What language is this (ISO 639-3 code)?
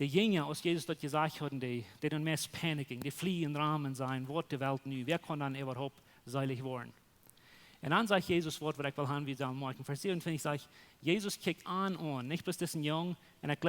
pdt